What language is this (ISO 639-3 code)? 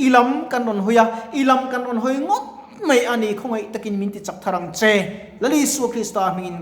lus